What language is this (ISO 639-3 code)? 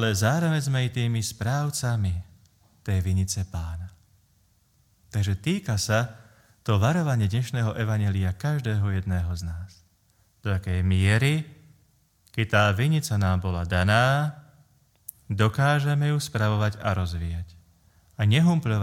slk